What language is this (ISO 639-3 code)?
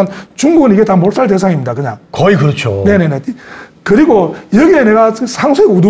kor